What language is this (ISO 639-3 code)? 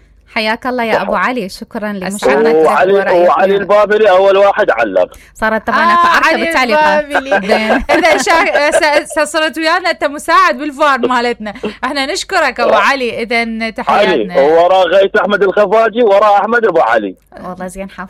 acm